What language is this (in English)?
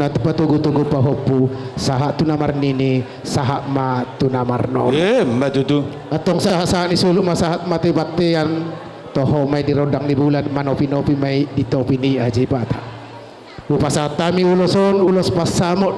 Batak Toba